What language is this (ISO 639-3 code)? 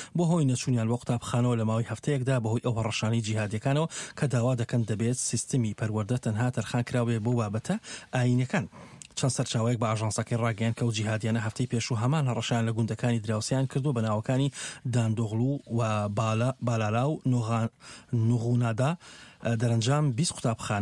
ckb